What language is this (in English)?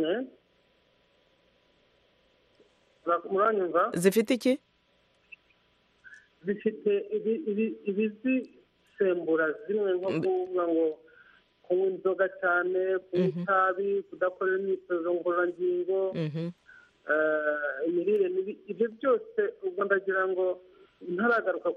Kinyarwanda